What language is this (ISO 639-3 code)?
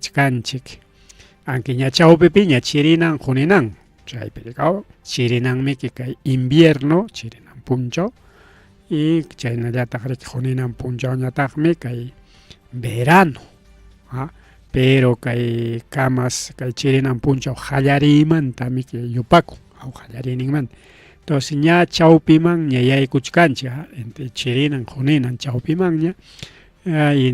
quy